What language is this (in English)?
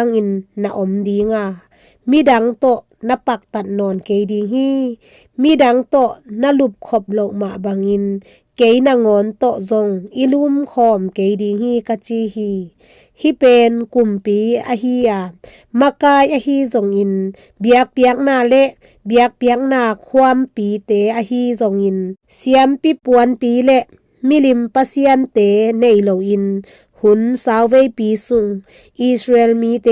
Tedim Chin